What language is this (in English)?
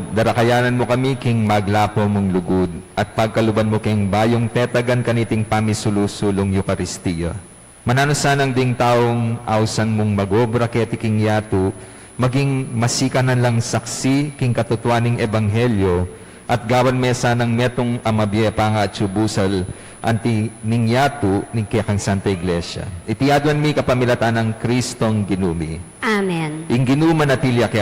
Pampanga